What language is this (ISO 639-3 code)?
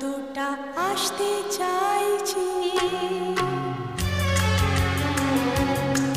ben